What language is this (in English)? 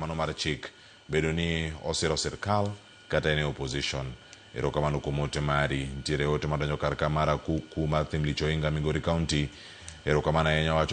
Luo (Kenya and Tanzania)